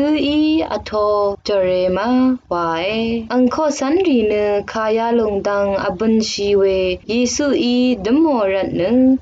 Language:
Rawang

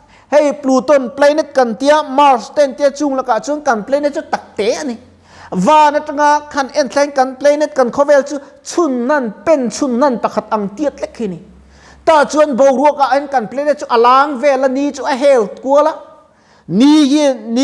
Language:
Mizo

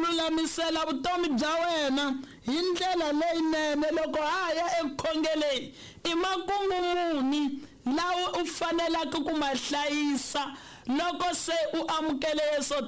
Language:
Tsonga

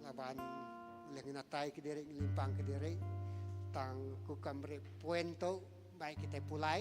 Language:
Iban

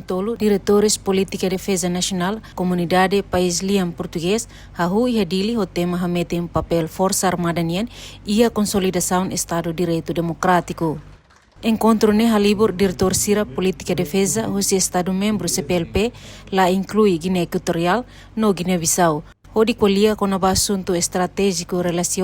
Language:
Tetum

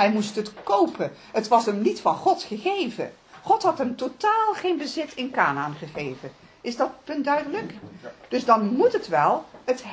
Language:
Dutch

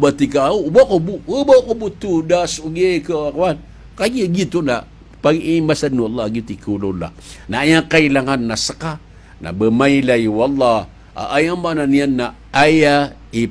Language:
Maranao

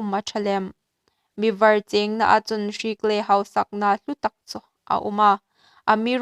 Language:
Hmar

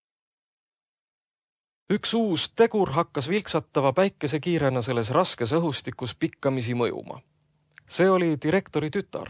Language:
Estonian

